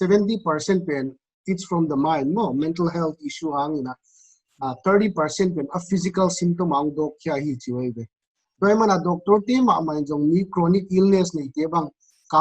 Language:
Paite Chin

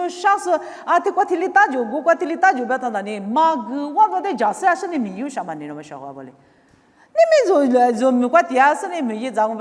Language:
Lisu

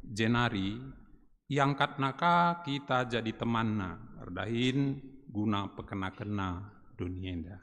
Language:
Batak Karo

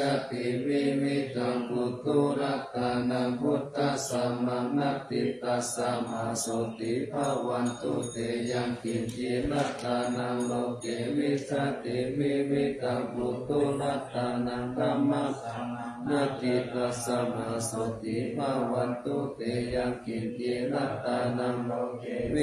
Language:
Pali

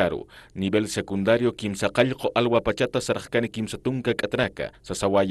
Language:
Aymara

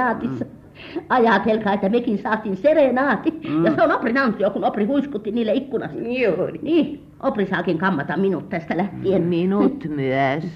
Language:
Finnish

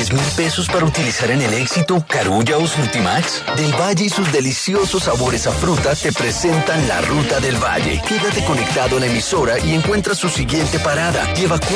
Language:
Spanish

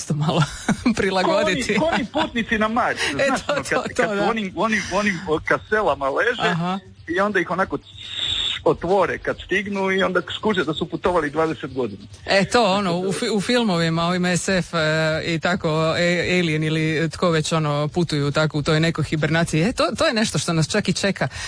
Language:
Croatian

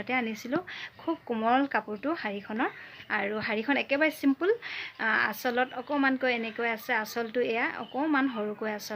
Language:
Assamese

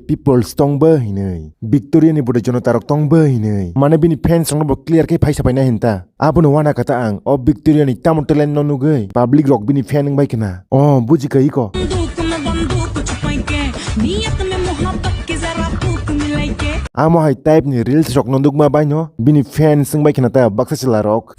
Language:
Kok Borok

